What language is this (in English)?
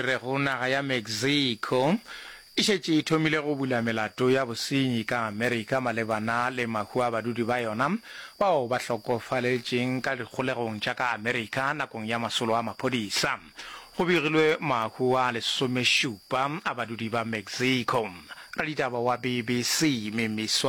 Northern Sotho